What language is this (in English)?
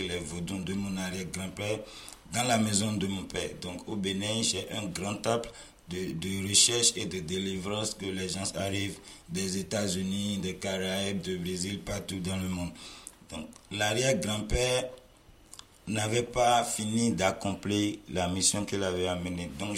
French